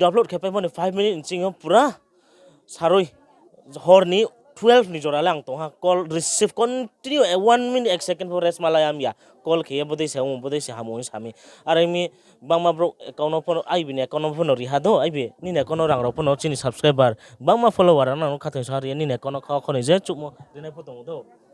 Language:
Riang (India)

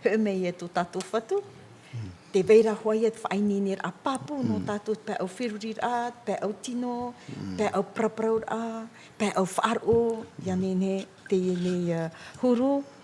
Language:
Tahitian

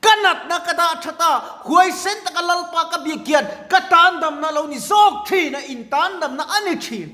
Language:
Mizo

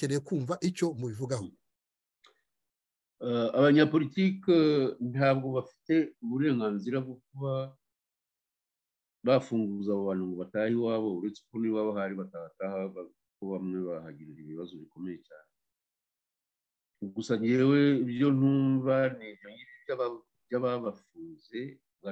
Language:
Kinyarwanda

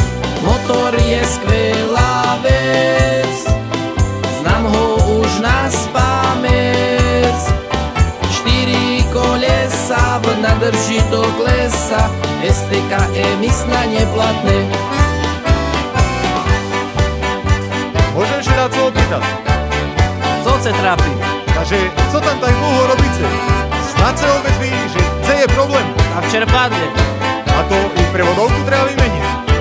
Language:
Slovak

